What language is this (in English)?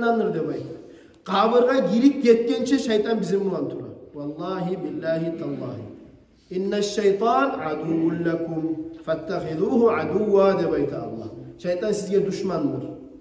Kumyk